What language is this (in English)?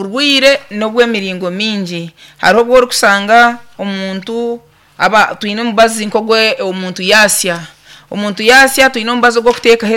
Nyankole